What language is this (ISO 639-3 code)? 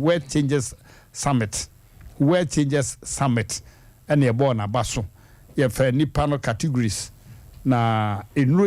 aka